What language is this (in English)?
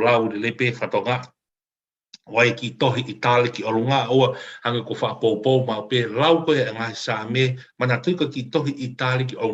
Tongan